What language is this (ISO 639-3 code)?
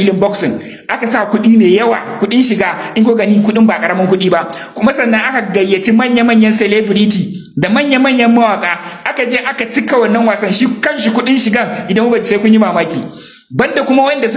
hau